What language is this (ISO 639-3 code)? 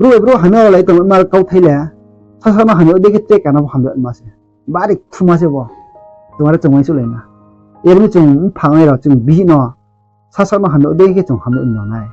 ria